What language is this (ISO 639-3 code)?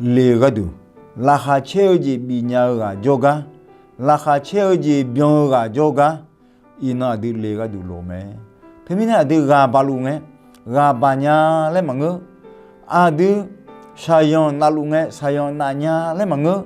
ahk